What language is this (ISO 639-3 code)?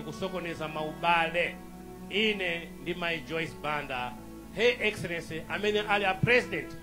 nya